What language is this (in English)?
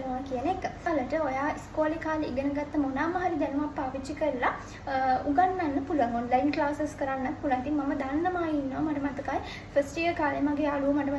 Sinhala